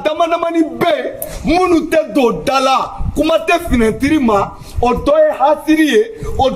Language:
Bambara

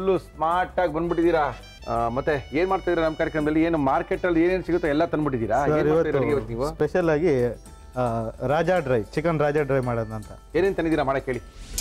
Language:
Kannada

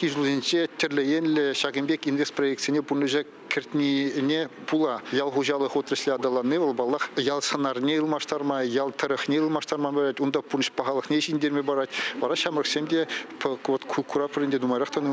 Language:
Chuvash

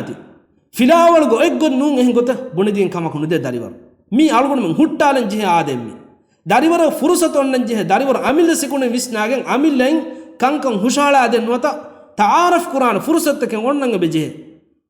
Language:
Divehi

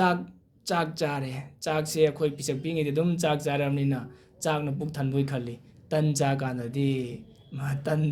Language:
Manipuri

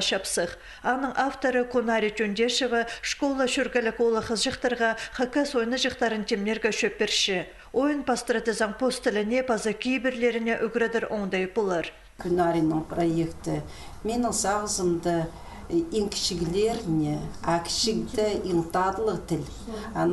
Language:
Khakas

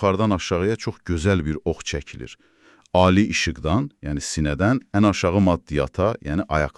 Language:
Azerbaijani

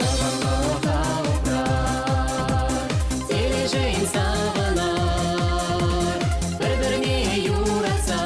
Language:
Chuvash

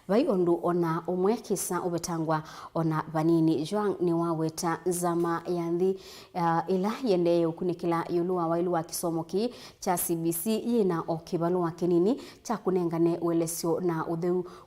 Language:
Kamba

